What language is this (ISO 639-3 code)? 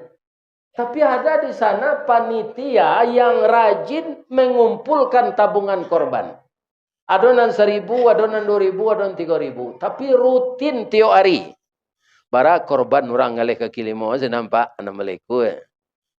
min